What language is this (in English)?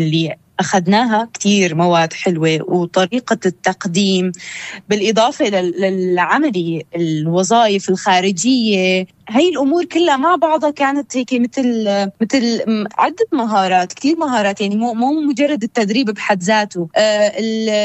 North Levantine Arabic